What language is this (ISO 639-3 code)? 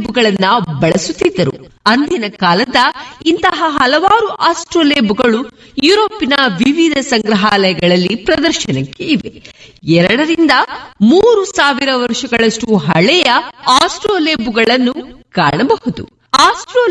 kan